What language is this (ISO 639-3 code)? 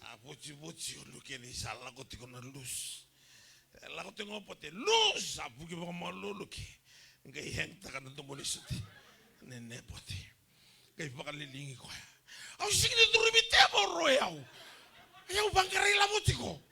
fij